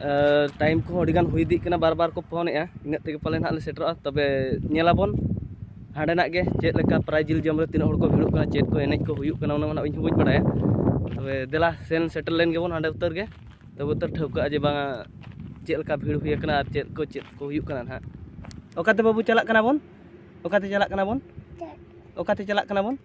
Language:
Santali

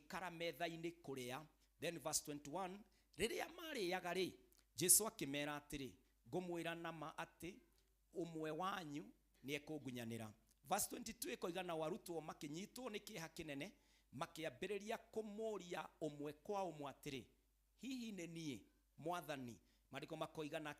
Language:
Kikuyu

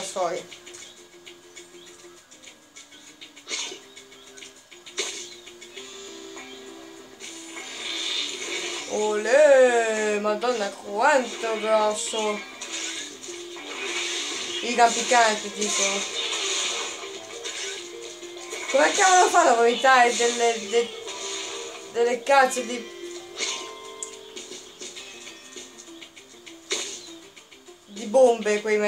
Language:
Italian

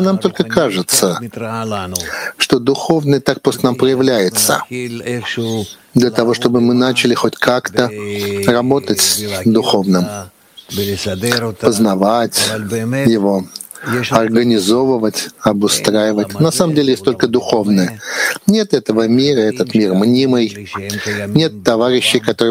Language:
Russian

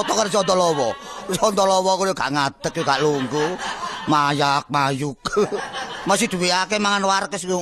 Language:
Javanese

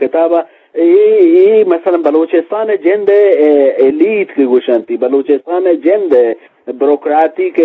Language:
Eastern Balochi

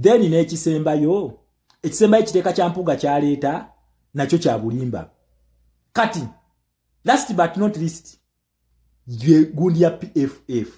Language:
Ganda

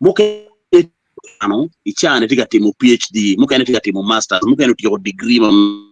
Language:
Acoli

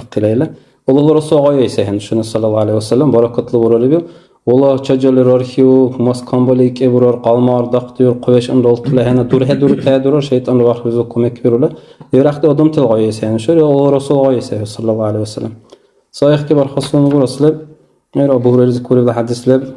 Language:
Dargwa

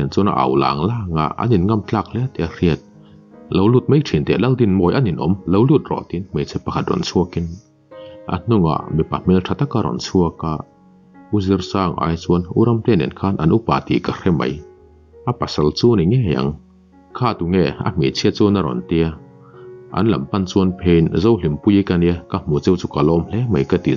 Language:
Mizo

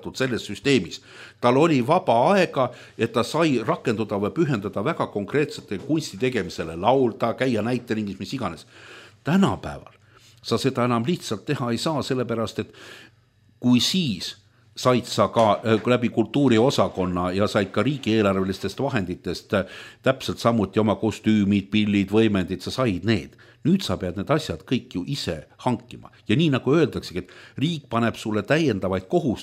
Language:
Estonian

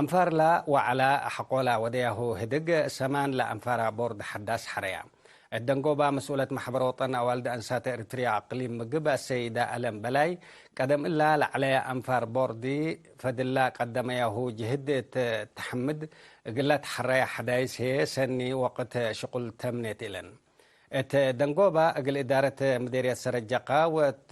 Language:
Tigre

